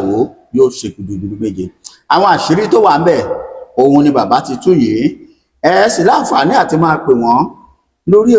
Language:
Yoruba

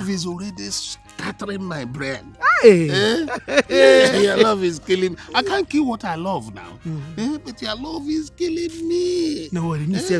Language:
Nigerian Pidgin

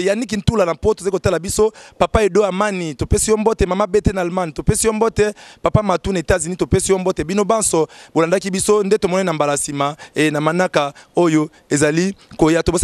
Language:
Lingala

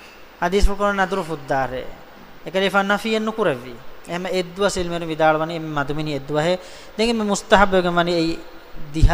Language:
Divehi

